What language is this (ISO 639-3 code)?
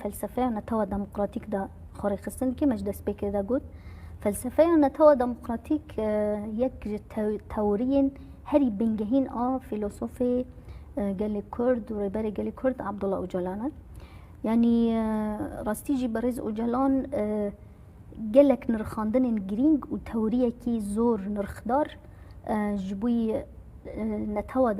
kur